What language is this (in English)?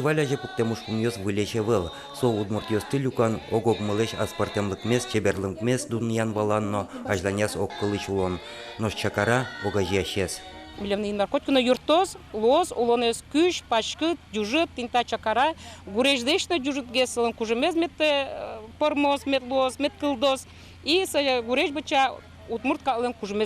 Udmurt